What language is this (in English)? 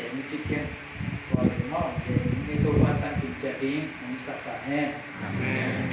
Tedim Chin